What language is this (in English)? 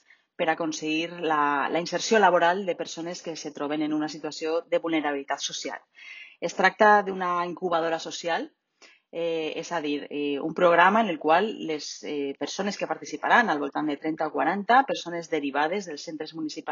Catalan